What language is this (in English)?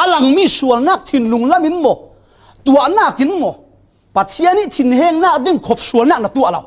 Falam Chin